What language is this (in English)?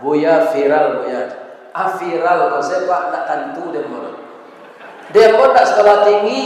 Minangkabau